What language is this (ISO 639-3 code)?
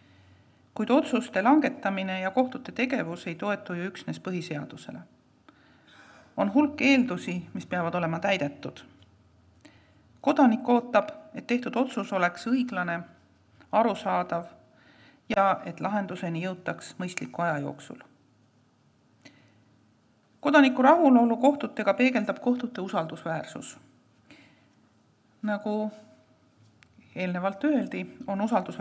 est